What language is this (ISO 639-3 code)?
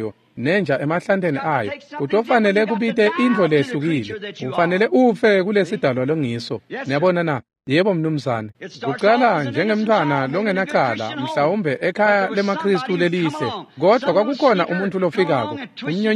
ssw